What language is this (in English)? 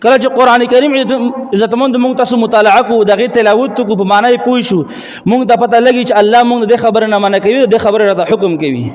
Pashto